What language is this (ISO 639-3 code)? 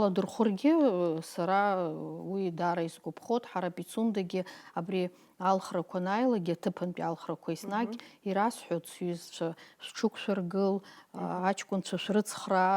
abk